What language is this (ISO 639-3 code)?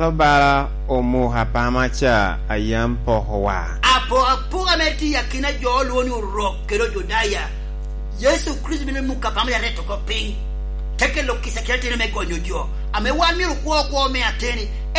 laj